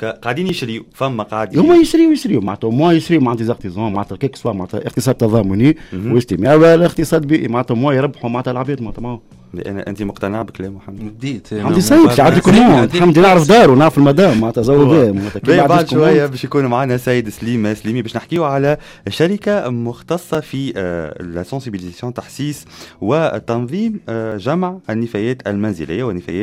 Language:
Tunisian Arabic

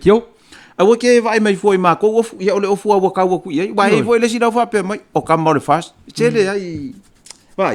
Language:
Samoan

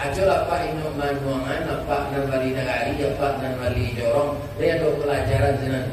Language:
Minangkabau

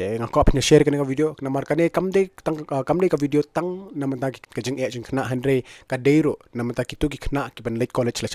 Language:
Khasi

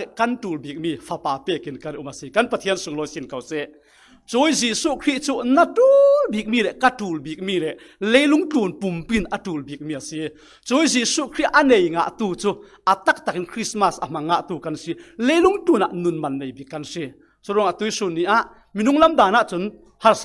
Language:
Falam Chin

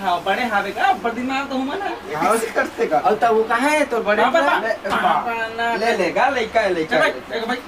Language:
Chhattisgarhi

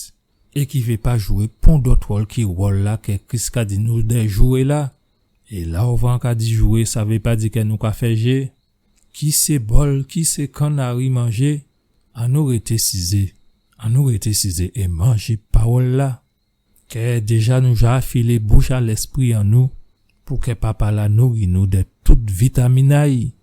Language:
Guadeloupean Creole French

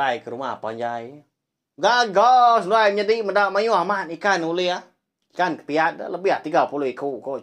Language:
Iban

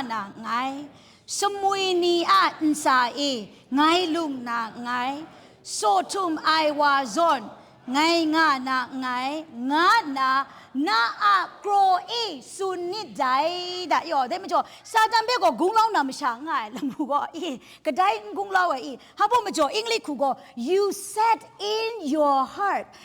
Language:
Kachin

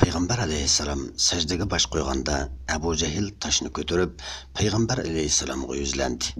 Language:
Uyghur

